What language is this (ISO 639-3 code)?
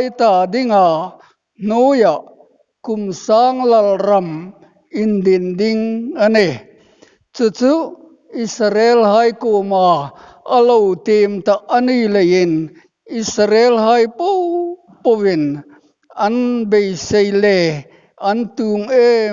hmr